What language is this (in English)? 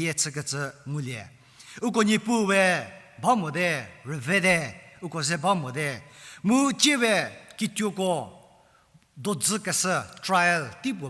Angami Naga